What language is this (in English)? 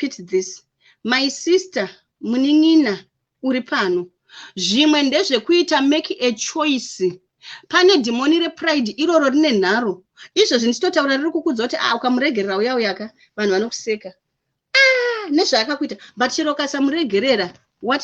Shona